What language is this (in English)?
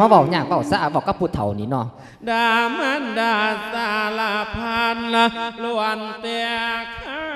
Lao